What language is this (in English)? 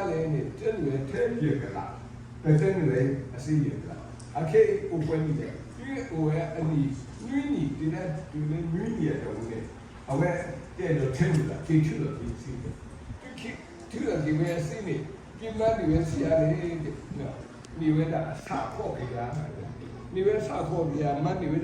S'gaw Karen